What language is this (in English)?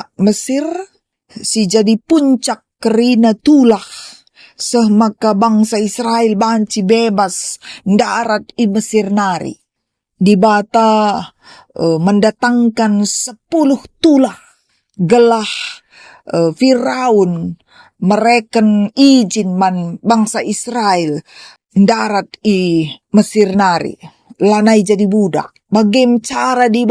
Batak Karo